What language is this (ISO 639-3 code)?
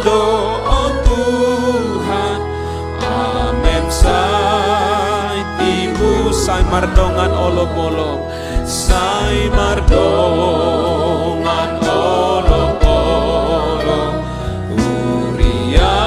bbc